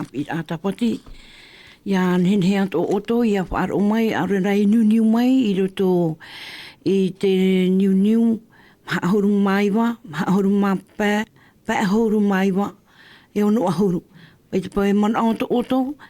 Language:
Tahitian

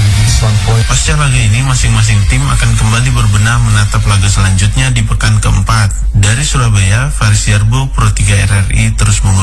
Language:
Indonesian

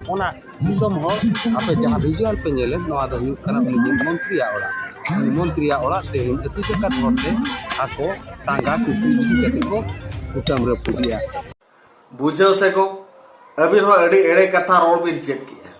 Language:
Santali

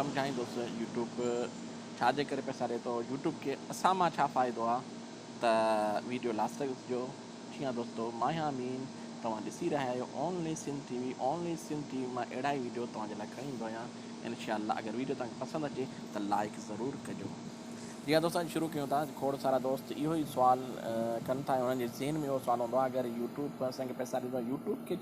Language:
Sindhi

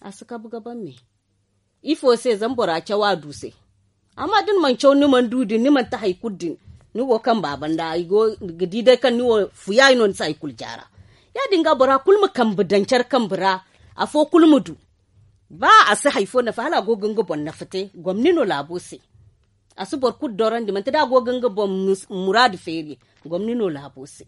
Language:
Zarma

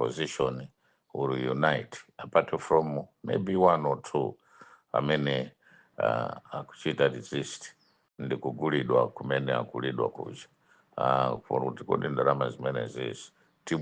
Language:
Nyanja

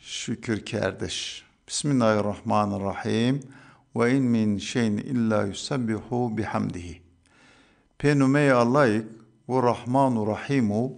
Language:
Zaza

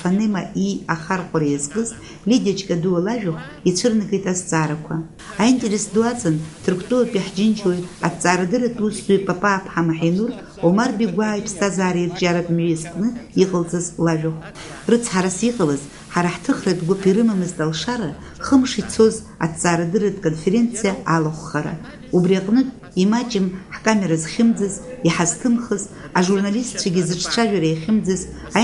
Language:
Abkhazian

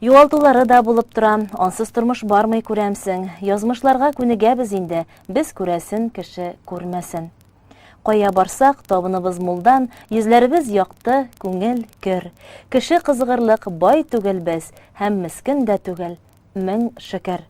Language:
Tatar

